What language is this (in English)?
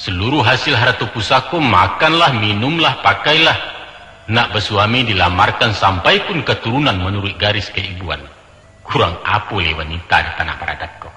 Minangkabau